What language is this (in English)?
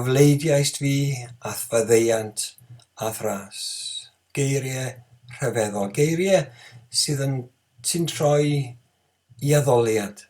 Welsh